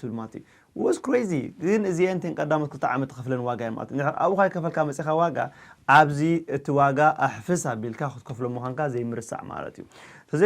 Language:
Tigrinya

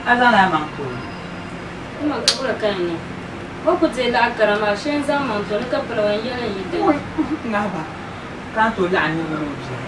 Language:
Dagbani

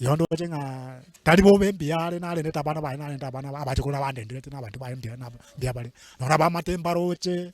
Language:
Gusii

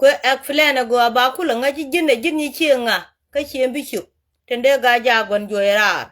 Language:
Nuer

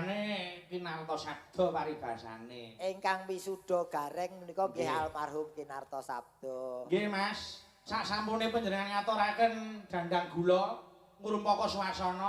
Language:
Javanese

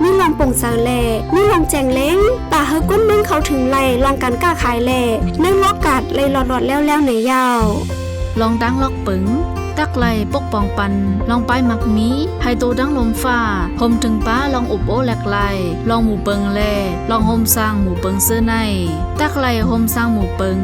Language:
Shan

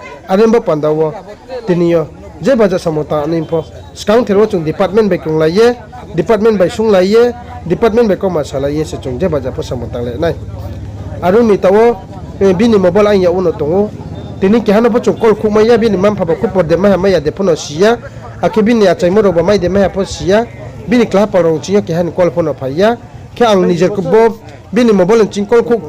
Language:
Riang (India)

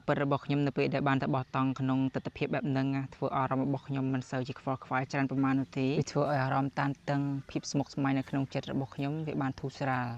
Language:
Khmer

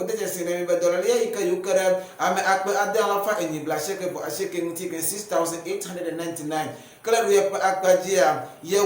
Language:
Ewe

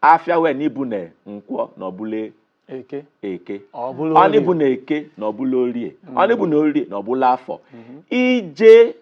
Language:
Igbo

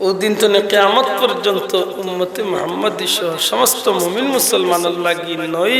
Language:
Sylheti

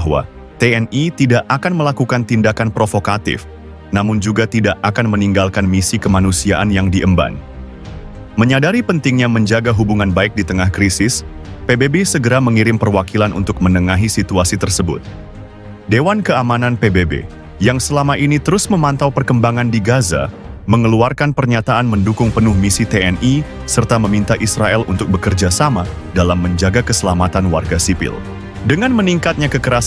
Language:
Indonesian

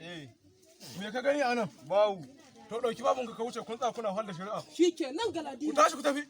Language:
Hausa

